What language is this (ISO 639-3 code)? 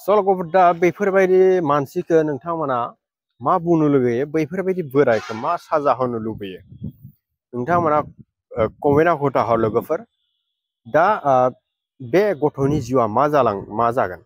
brx